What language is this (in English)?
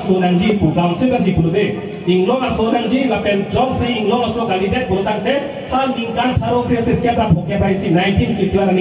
Karbi